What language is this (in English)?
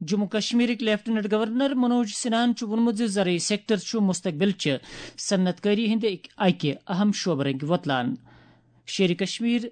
Kashmiri